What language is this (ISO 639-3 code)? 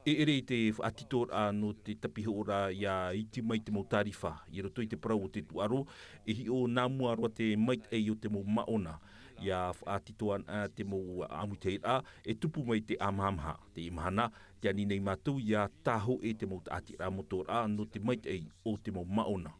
tah